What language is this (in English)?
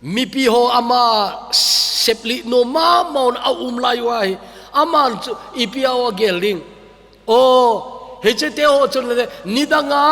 Thado Chin